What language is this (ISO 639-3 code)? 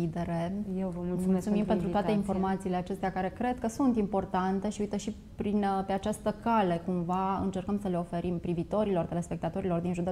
ron